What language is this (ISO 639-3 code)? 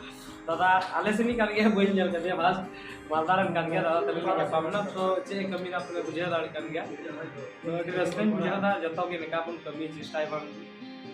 sat